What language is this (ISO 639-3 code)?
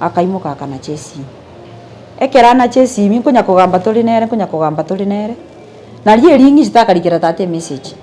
guz